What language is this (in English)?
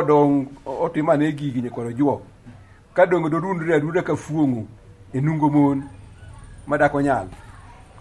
Luo (Kenya and Tanzania)